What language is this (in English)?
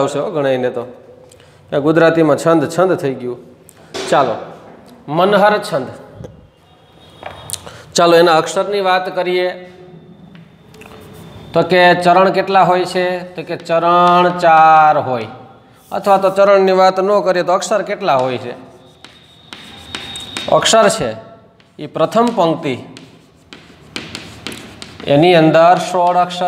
Gujarati